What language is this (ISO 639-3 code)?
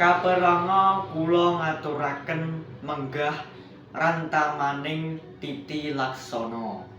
jav